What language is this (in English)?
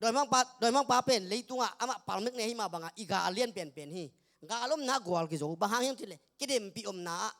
Tedim Chin